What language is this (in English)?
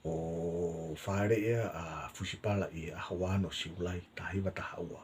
Tongan